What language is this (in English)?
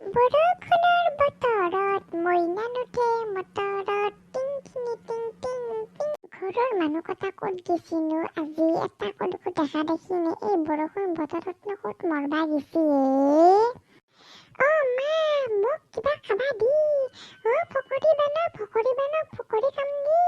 Assamese